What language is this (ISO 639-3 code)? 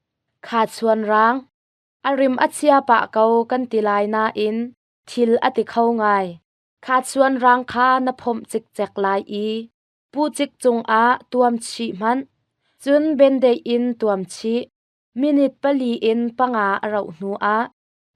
cnh